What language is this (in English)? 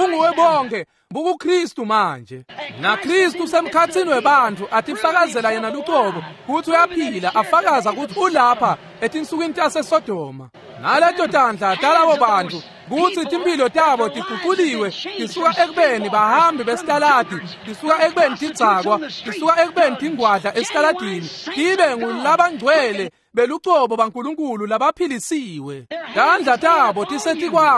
Swati